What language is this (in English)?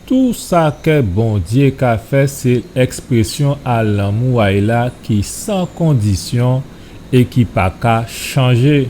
Guadeloupean Creole French